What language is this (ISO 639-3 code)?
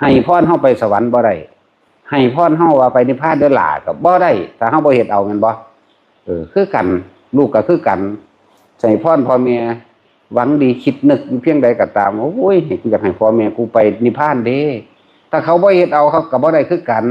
tts